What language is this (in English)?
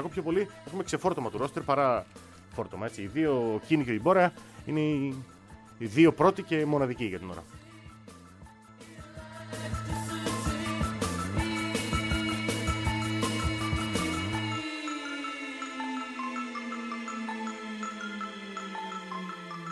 Greek